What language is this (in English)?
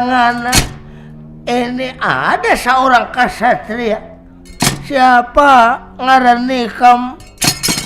Banjar